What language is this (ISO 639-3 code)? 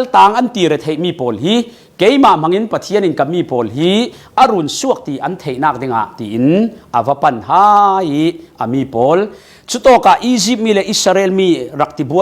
cfm